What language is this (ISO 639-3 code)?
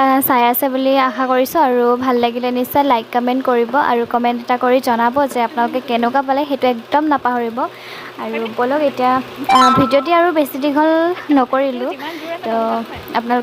asm